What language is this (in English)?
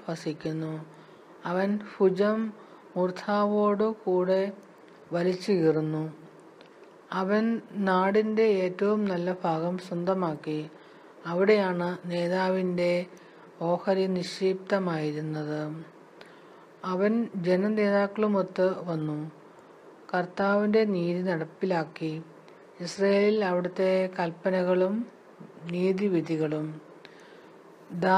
Malayalam